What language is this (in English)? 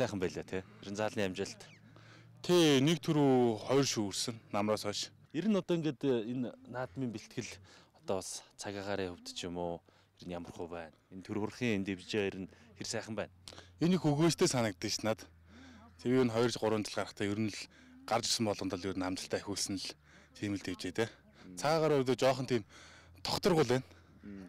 Mongolian